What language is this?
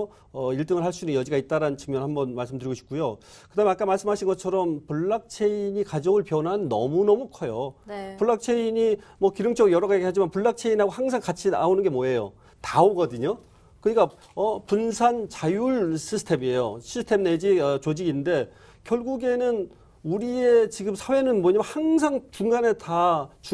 Korean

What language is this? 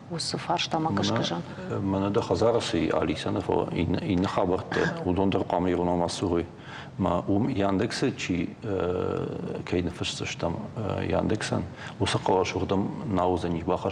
Ossetic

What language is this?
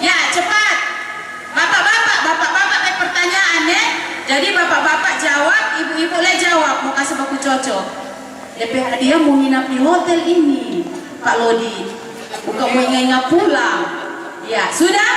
Manado Malay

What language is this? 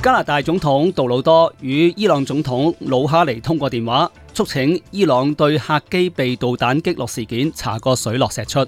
Cantonese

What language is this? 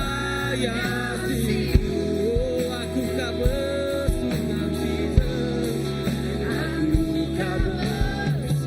Iban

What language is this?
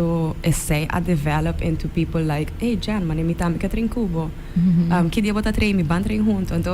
Papiamento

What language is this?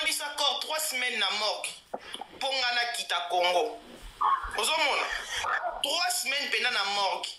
Lingala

